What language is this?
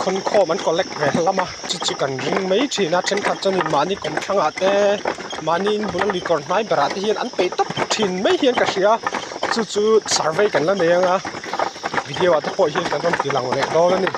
Mizo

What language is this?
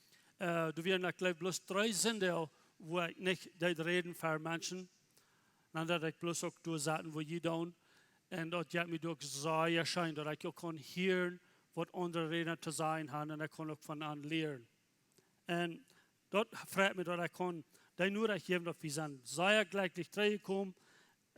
Plautdietsch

